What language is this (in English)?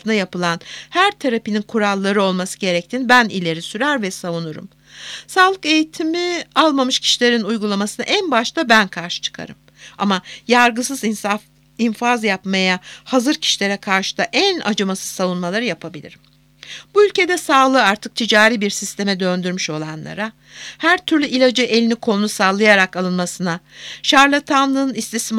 Turkish